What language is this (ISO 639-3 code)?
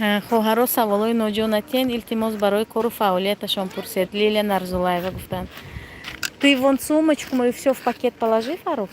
tgk